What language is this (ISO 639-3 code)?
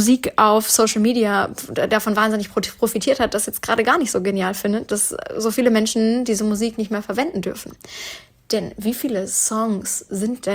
deu